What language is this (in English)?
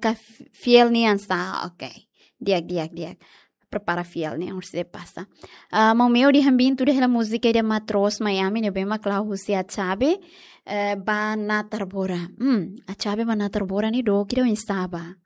Tetum